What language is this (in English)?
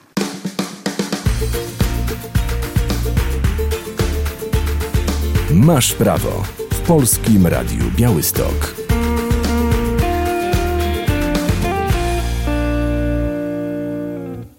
Polish